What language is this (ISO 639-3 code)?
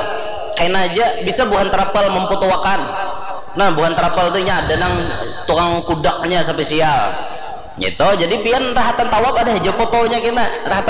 bjn